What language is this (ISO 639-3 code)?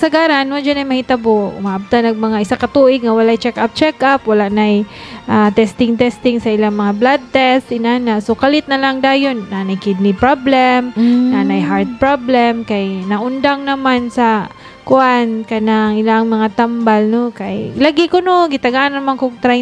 ceb